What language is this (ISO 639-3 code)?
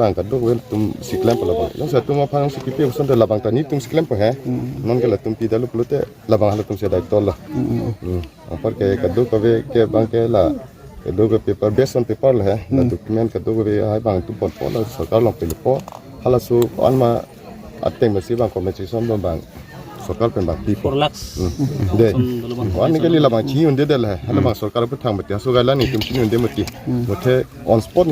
mjw